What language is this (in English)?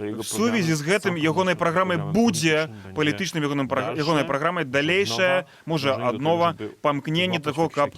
Belarusian